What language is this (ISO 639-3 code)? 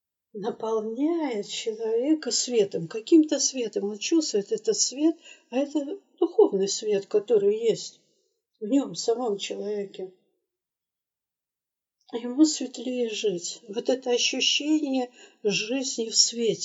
rus